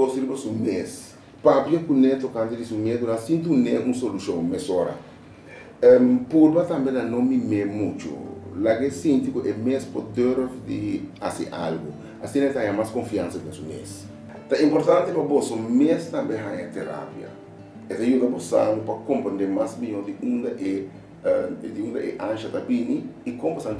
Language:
Papiamento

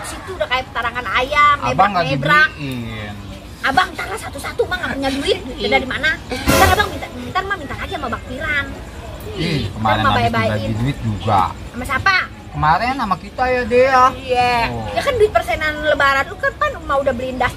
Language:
Betawi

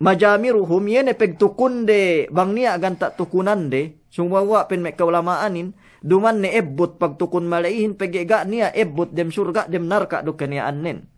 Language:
Yakan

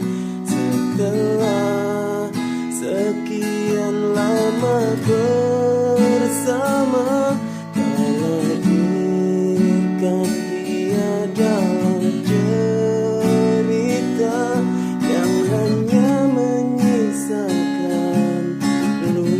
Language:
Banjar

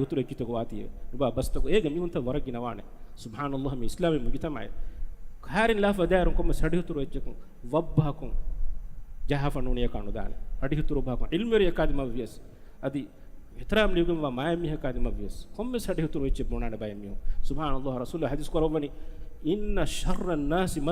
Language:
Divehi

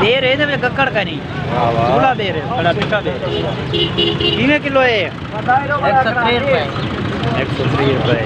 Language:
Saraiki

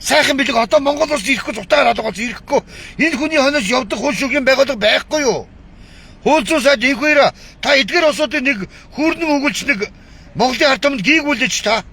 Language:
Mongolian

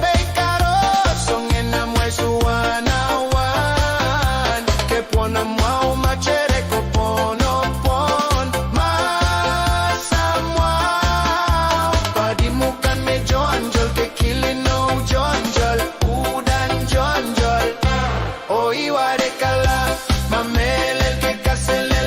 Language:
Pohnpeian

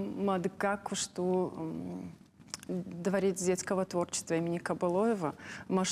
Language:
Ossetic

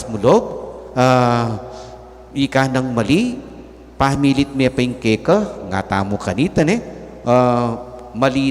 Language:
Pampanga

